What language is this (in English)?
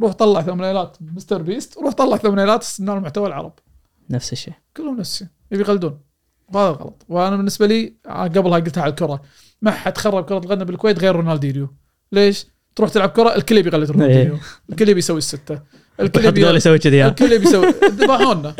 Gulf Arabic